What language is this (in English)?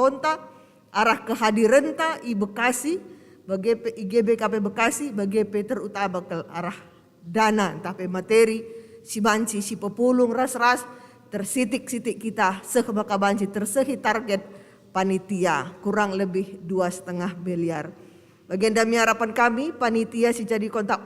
Batak Karo